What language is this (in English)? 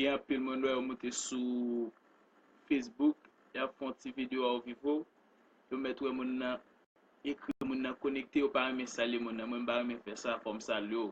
Haitian Creole